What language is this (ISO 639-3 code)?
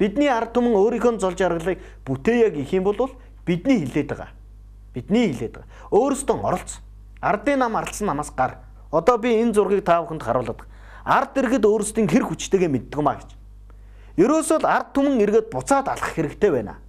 mon